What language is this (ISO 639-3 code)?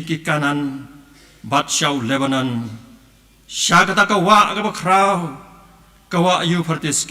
kha